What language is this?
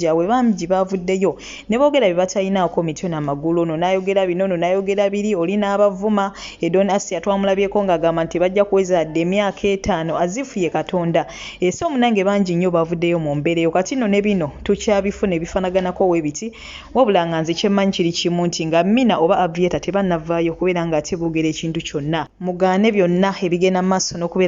Ganda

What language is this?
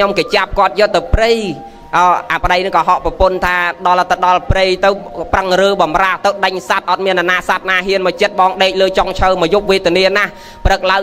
Khmer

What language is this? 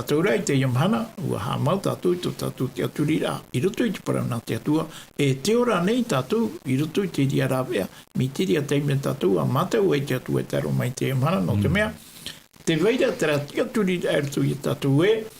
Tahitian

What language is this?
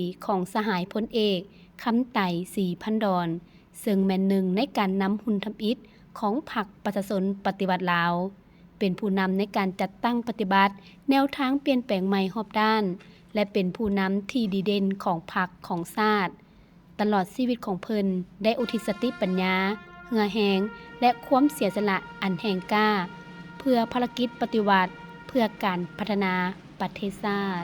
Lao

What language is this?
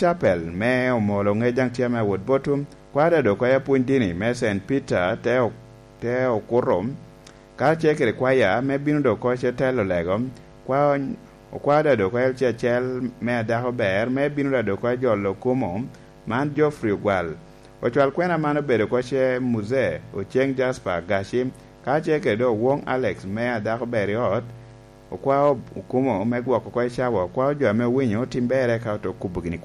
Lango (Uganda)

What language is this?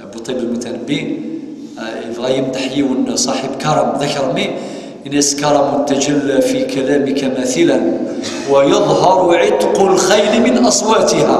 Kabyle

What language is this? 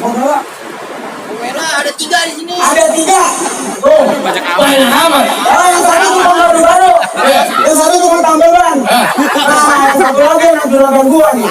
Betawi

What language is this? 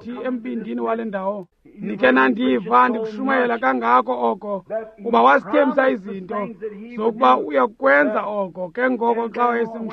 Xhosa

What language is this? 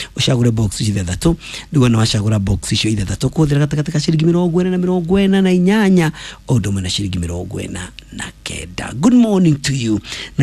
Kikuyu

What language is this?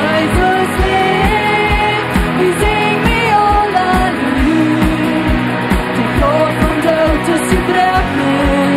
Plautdietsch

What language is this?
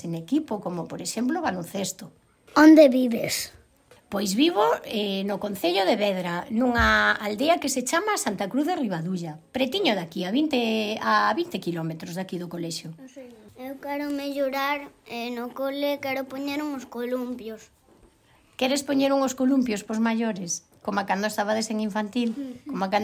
Galician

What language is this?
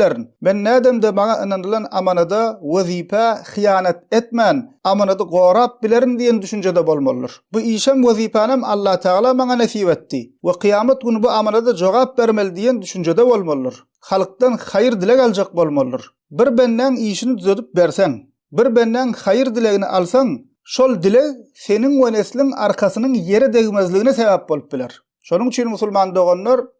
Turkmen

